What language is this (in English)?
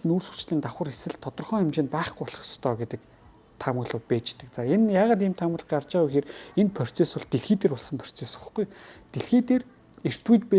Mongolian